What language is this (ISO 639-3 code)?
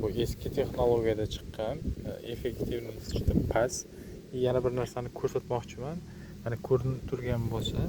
uzb